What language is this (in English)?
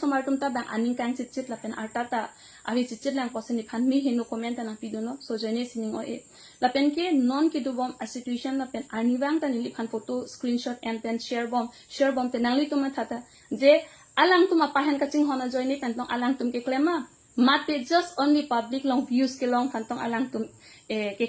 Karbi